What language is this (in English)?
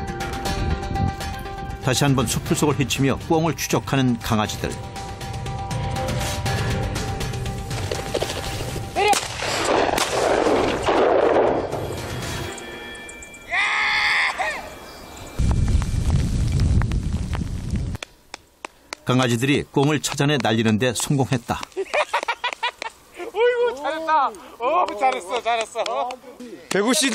Korean